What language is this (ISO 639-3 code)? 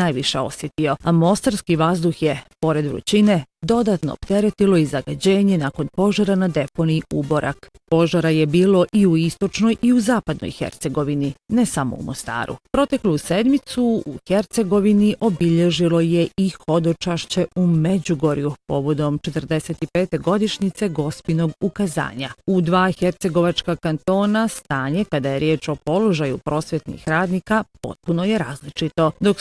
bos